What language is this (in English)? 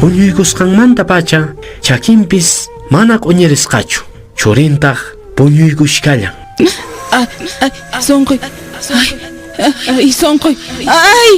Quechua